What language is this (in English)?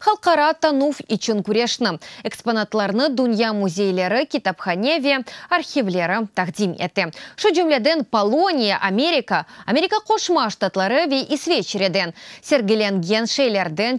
Crimean Tatar